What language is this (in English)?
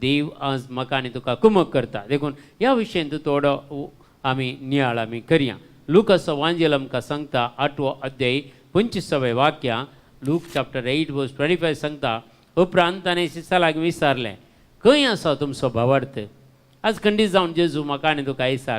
Konkani